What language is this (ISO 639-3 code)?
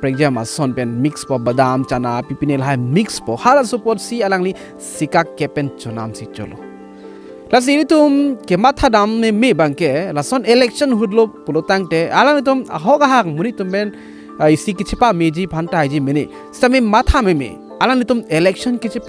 mjw